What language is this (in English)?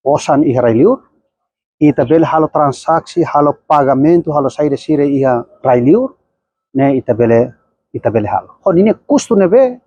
Tetum